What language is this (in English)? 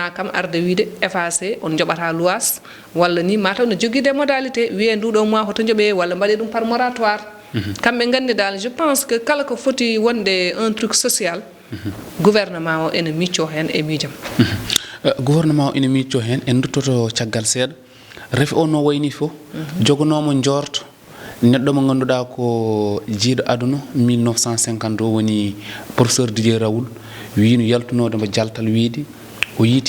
Fula